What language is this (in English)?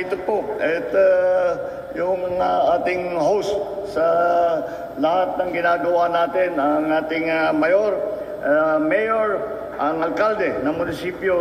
Filipino